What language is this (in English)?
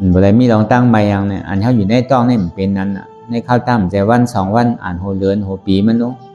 Shan